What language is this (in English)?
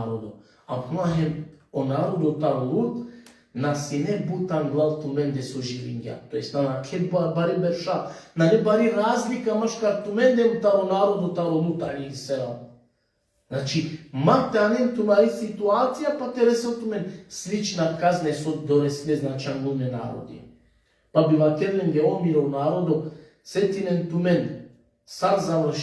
Balkan Romani